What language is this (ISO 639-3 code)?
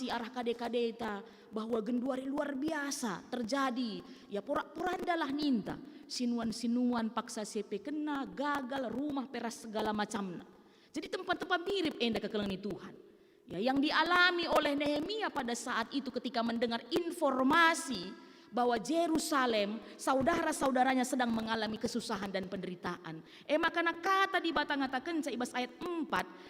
btx